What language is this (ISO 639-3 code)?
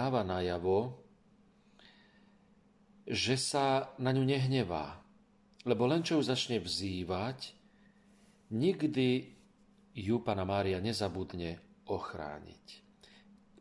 slk